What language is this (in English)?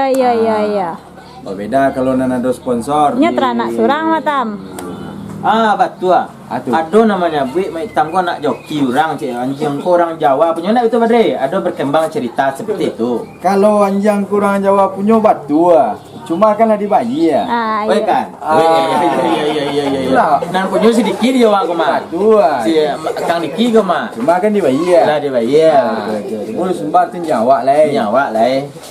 Minangkabau